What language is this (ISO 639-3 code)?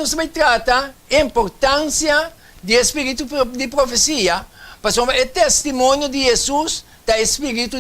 pap